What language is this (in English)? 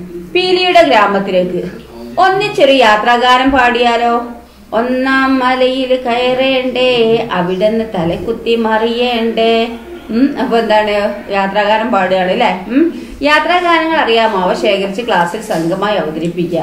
Malayalam